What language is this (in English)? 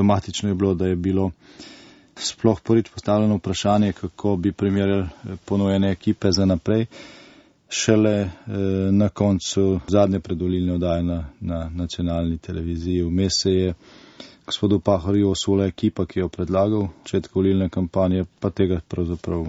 Slovenian